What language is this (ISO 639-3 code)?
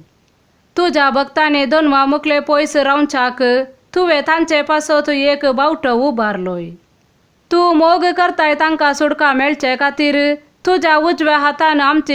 kok